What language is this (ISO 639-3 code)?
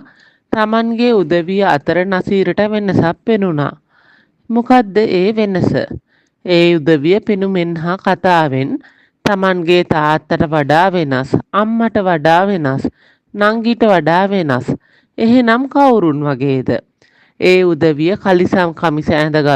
sin